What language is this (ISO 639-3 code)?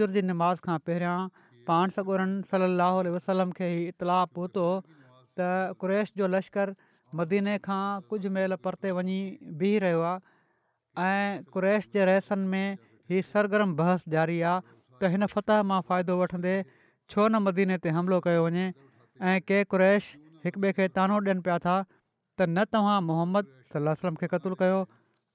snd